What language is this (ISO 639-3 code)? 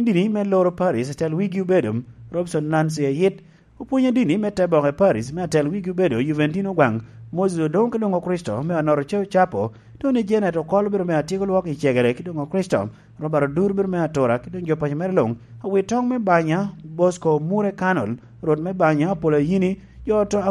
laj